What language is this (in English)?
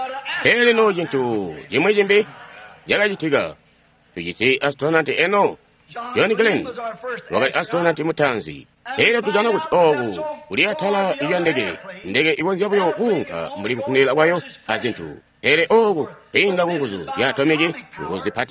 Tonga (Zambia)